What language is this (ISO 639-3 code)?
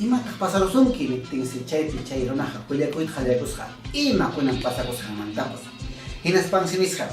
quy